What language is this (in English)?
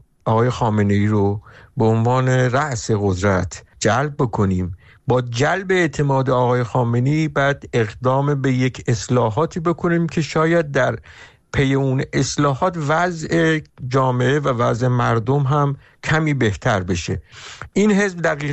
Persian